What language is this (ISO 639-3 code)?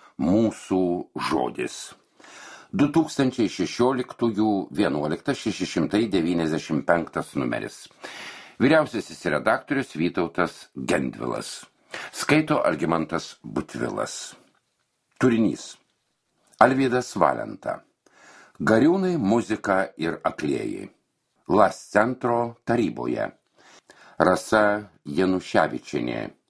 lit